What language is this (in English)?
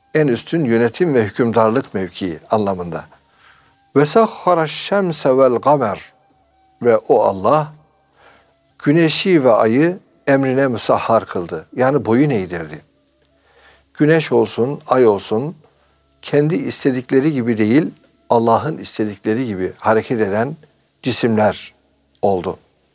Turkish